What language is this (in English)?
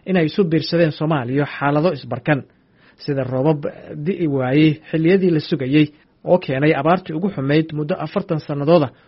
Somali